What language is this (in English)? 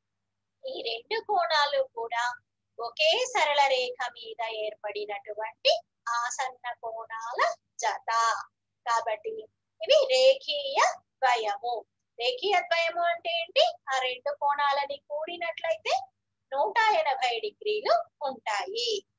Telugu